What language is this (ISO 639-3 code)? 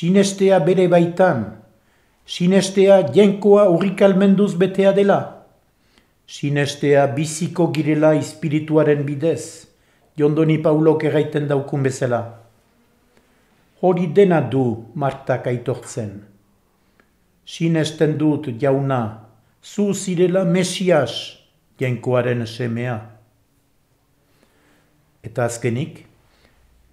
eus